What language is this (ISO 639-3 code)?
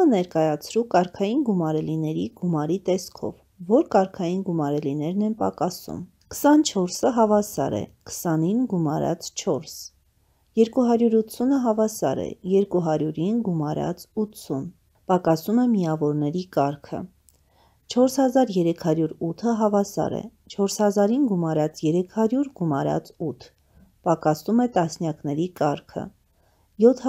hye